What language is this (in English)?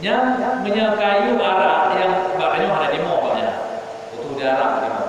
Achinese